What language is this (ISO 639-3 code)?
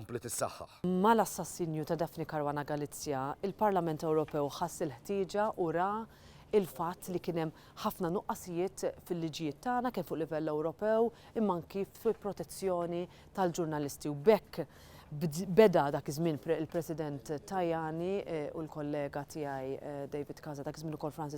mlt